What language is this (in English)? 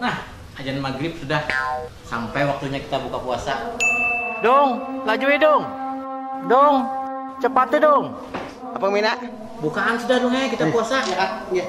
Banjar